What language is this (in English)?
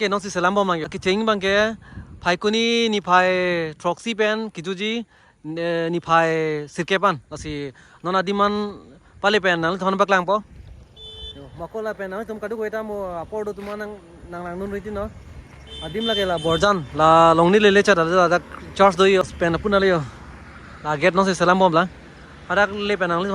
Karbi